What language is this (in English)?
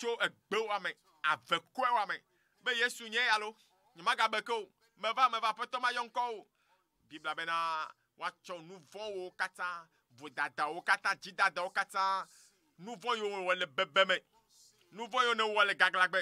Ewe